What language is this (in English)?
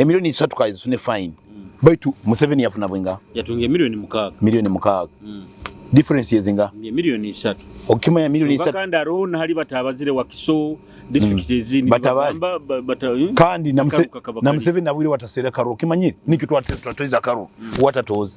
Nyoro